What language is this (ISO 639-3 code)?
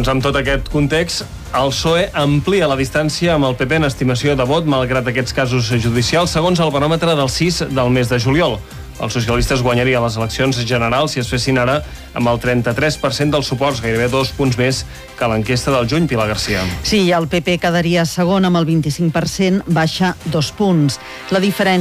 cat